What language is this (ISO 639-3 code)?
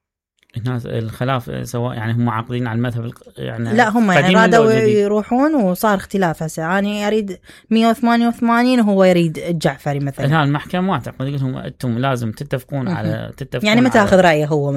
acm